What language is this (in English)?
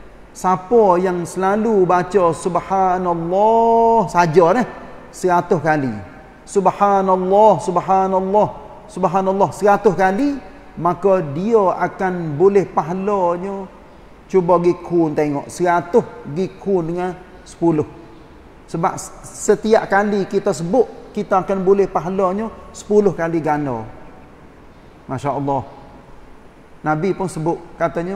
Malay